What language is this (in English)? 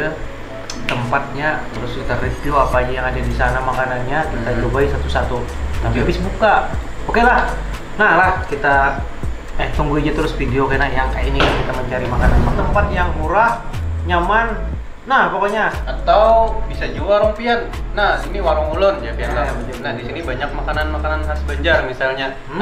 Banjar